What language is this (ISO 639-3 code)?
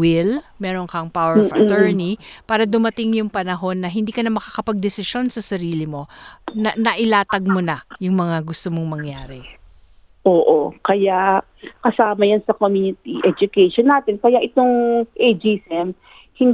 fil